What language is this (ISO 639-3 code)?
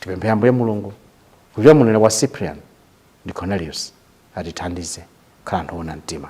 nya